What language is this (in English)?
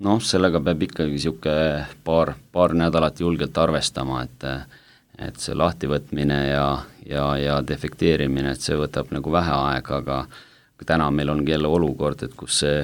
Estonian